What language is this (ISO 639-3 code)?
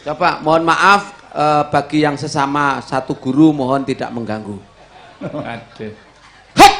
jav